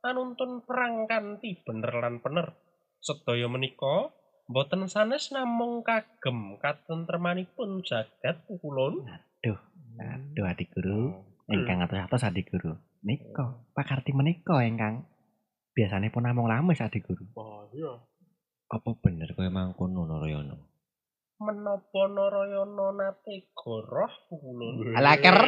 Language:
Javanese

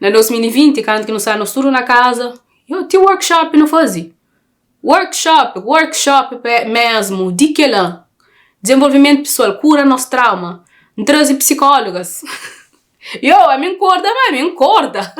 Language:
Kabuverdianu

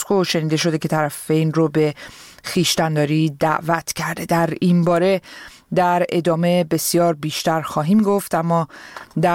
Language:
Persian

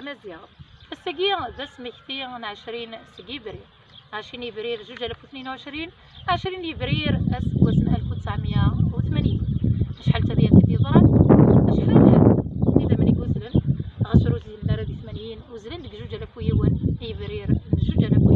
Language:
Kabyle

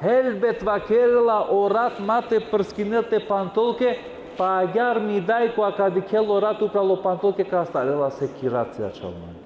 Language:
Balkan Romani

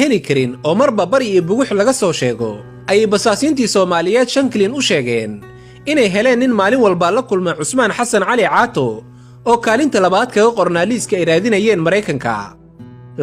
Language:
Somali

